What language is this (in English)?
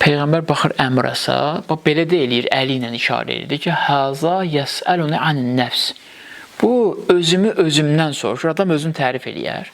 Azerbaijani